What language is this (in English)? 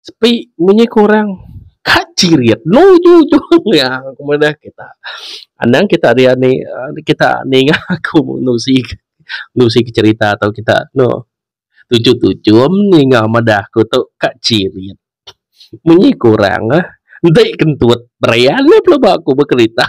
Iban